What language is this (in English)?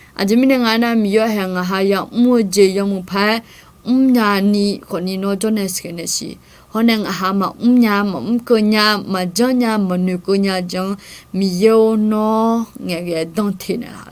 Akha